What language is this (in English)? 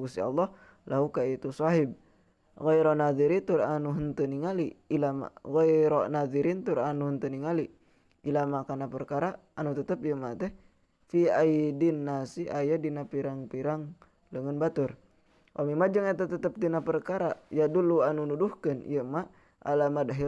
Sundanese